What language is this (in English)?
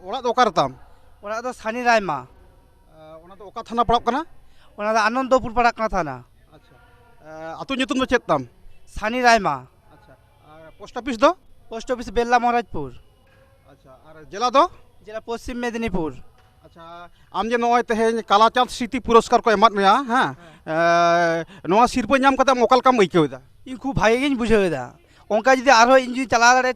Santali